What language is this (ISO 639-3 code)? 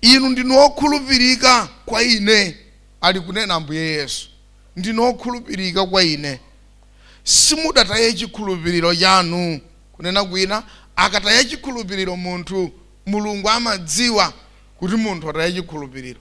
nya